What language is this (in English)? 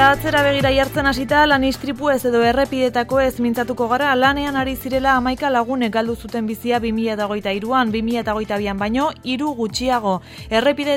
Basque